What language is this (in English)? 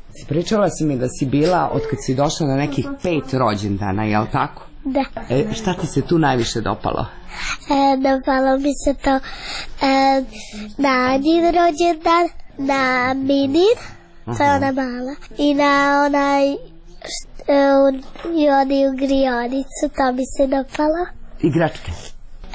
Serbian